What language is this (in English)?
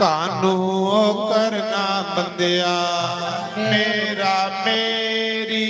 Dogri